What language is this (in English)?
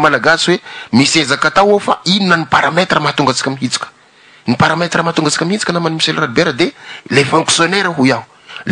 Malagasy